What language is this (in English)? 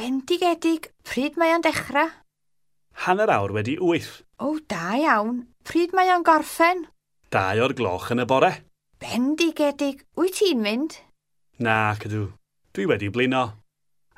Welsh